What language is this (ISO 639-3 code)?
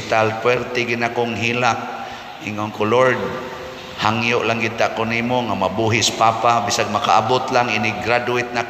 ceb